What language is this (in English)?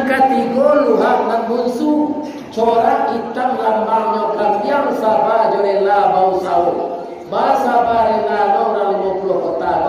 Minangkabau